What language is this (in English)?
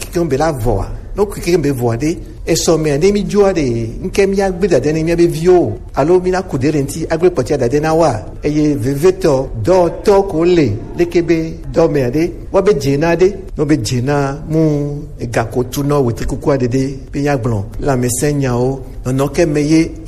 Gen